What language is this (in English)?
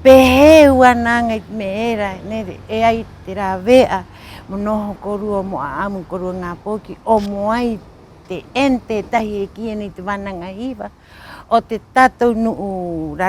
Rapanui